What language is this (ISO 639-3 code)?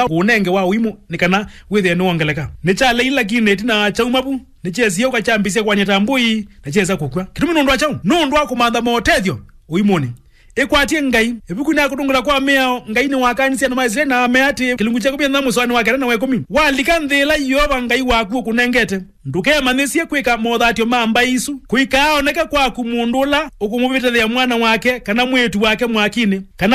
kam